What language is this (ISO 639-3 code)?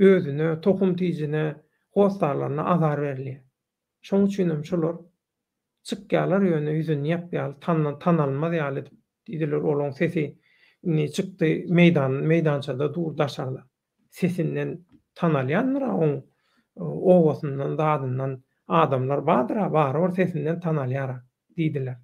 tuk